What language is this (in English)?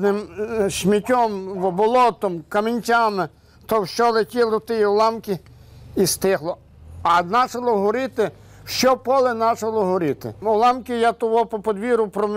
Ukrainian